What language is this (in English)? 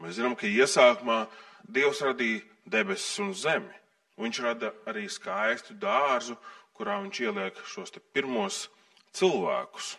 Latvian